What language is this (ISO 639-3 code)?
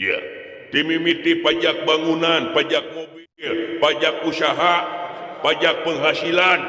sun